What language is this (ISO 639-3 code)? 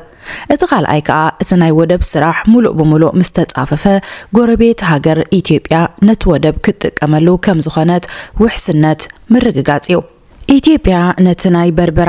tir